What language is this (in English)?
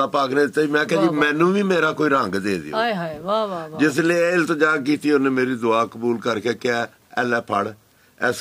Punjabi